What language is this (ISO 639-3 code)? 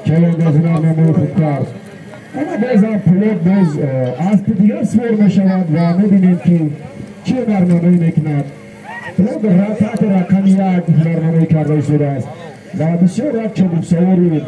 tgk